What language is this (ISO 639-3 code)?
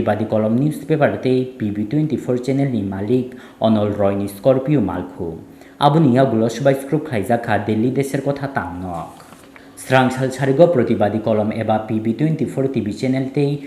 trp